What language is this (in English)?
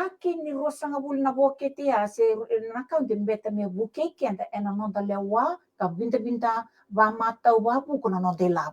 Fijian